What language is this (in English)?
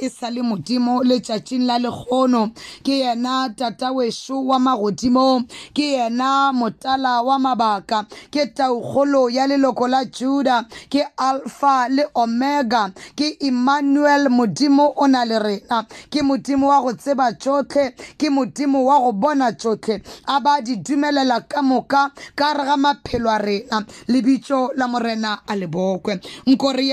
Northern Sotho